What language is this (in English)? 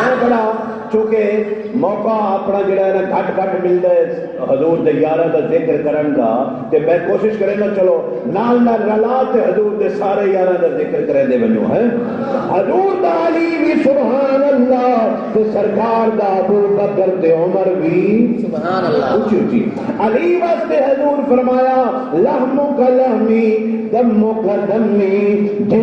Saraiki